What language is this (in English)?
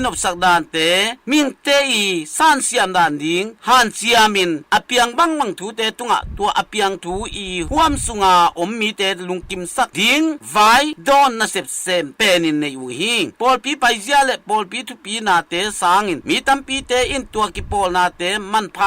Tedim Chin